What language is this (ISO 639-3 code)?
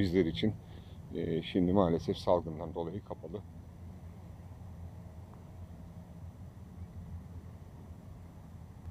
tur